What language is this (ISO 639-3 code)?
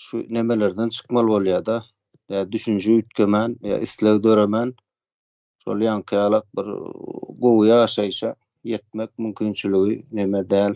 tuk